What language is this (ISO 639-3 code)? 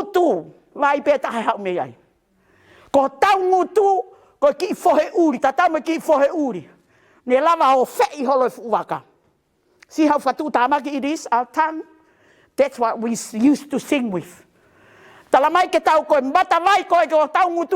ton